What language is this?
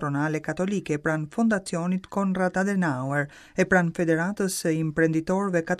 Albanian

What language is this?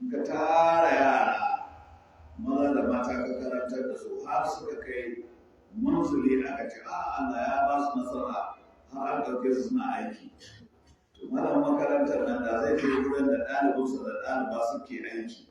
Hausa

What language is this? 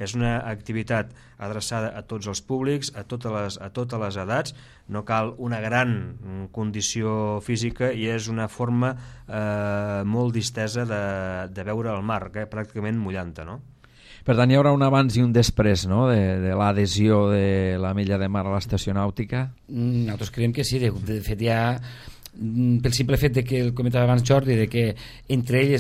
Catalan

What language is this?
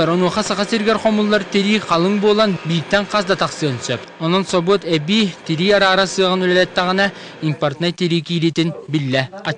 Yakut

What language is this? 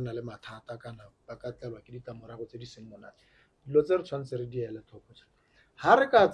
Tswana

